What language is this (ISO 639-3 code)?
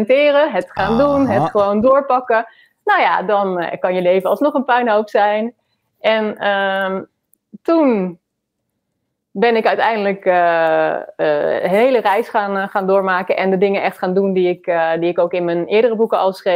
nld